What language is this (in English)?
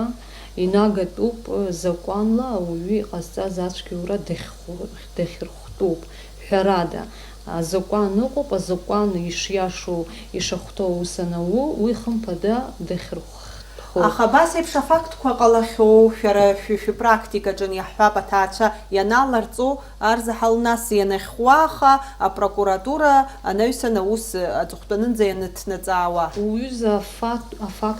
Abkhazian